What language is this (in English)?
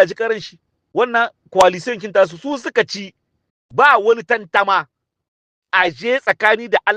Hausa